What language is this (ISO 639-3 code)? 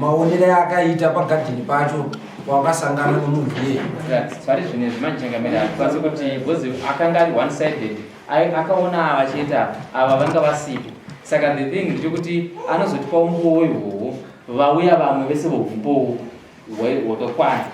sna